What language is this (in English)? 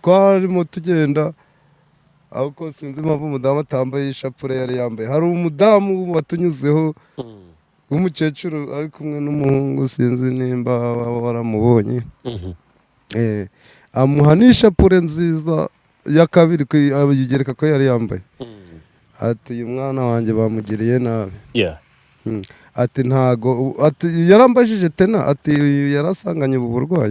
Kinyarwanda